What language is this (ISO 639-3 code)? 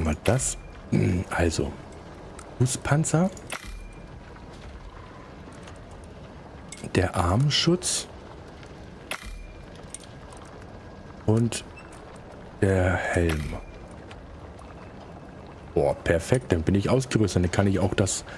deu